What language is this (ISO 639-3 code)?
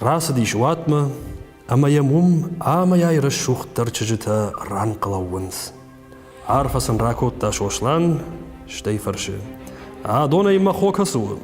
oss